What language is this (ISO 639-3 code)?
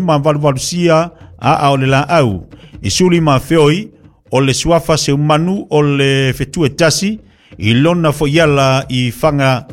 smo